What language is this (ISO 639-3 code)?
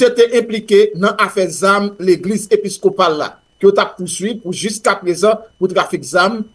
hat